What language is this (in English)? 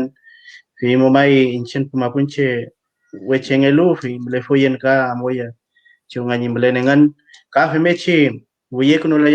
Mapuche